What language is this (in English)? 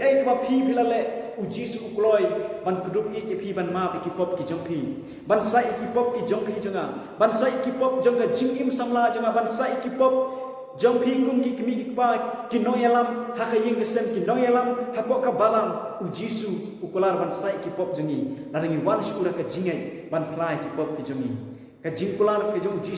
Khasi